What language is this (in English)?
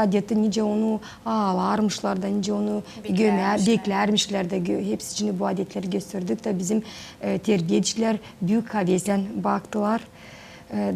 Gagauz